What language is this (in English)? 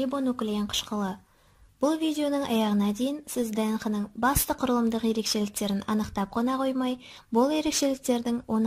Kazakh